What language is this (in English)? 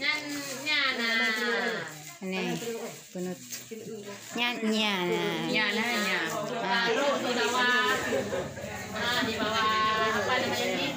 Achinese